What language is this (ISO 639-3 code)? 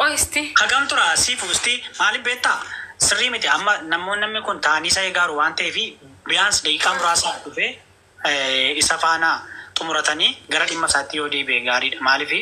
orm